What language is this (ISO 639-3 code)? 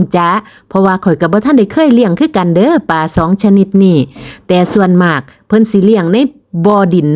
lao